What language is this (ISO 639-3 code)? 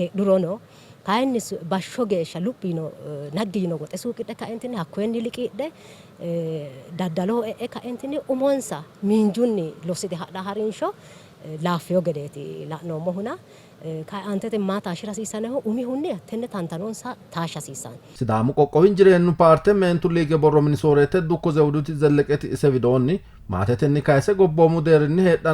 sid